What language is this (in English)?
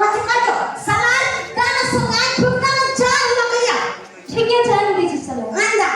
Maithili